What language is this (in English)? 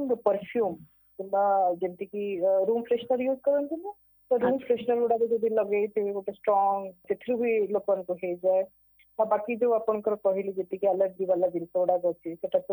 Odia